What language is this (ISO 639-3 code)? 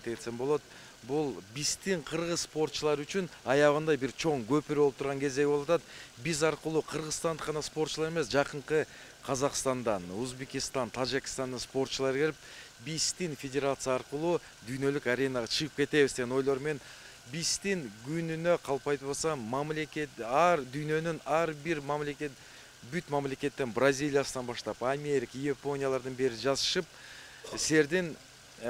kir